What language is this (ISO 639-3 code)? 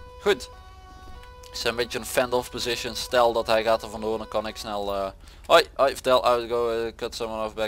nld